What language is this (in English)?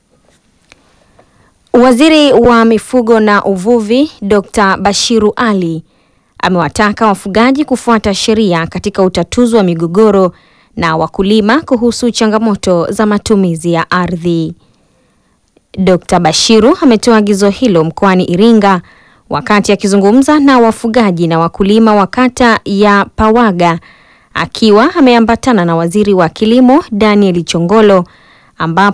Swahili